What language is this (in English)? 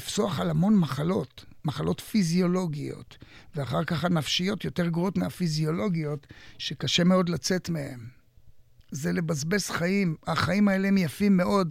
Hebrew